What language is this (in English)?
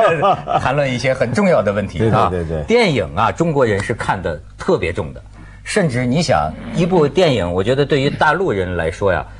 Chinese